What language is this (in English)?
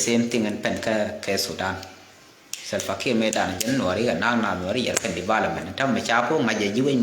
Nuer